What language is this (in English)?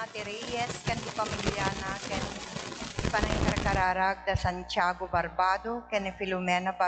Iloko